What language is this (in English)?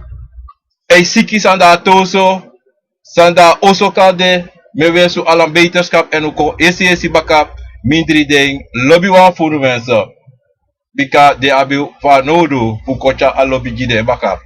Sranan Tongo